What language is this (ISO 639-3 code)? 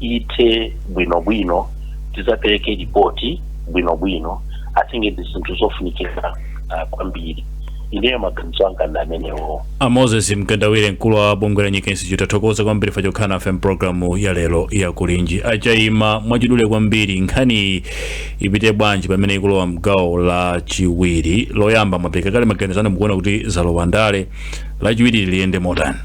nya